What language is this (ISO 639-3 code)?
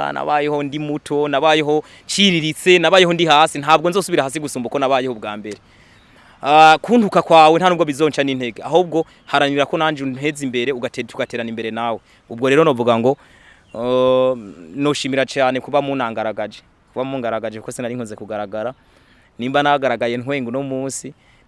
run